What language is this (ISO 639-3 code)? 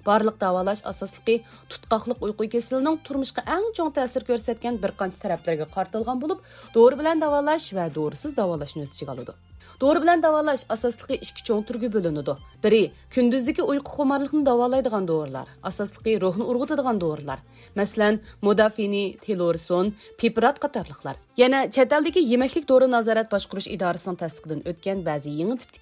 uig